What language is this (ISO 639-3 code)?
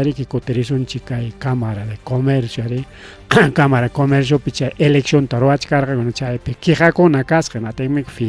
quy